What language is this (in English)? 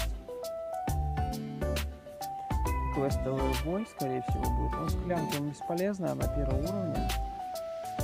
Russian